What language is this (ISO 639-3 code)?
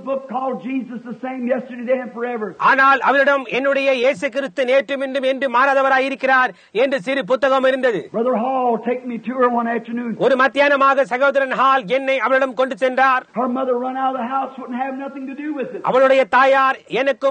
tam